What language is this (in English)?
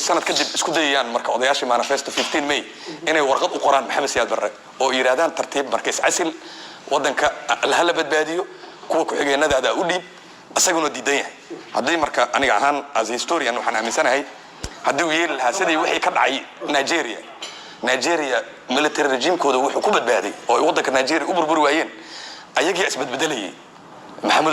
Somali